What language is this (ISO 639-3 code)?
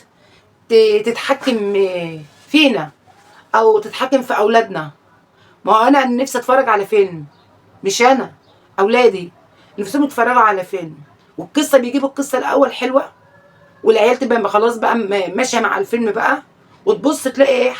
arz